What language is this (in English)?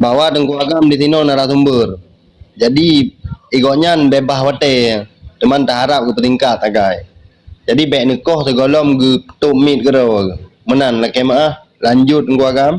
Achinese